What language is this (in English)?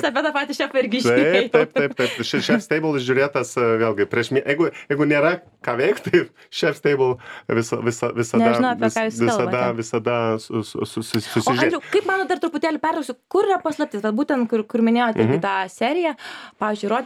Lithuanian